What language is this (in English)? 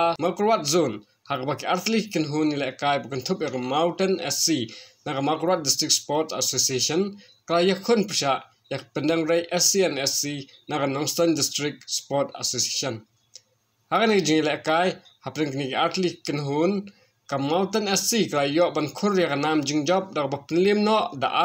Khasi